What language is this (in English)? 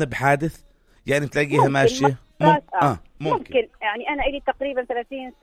North Levantine Arabic